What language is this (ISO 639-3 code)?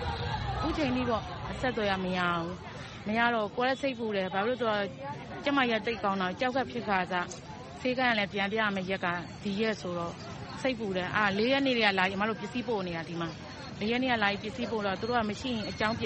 mya